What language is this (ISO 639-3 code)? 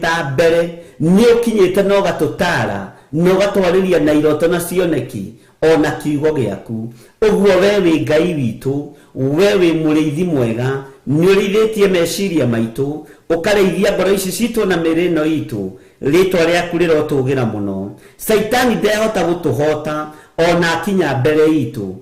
kik